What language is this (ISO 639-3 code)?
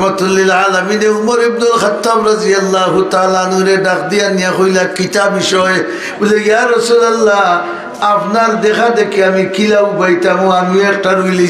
syl